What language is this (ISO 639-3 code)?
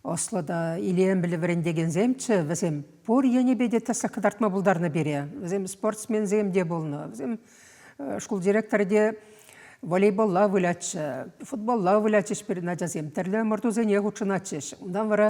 chv